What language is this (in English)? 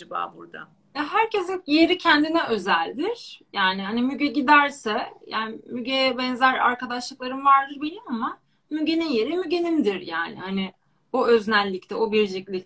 Turkish